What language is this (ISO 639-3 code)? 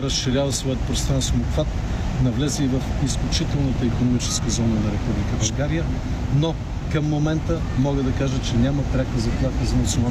bul